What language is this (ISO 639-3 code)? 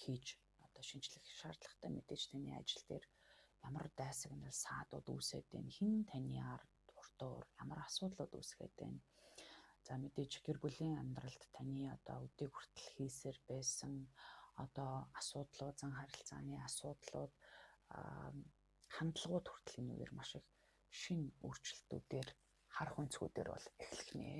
mon